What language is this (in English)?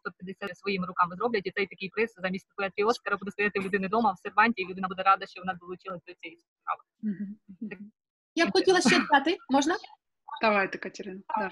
Ukrainian